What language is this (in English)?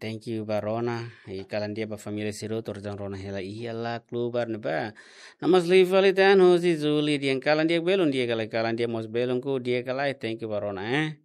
Tetum